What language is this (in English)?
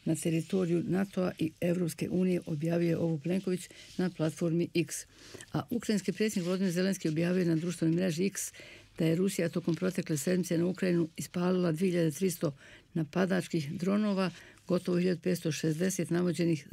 Bosnian